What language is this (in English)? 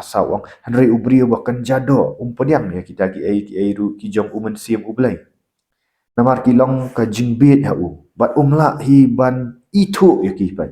Khasi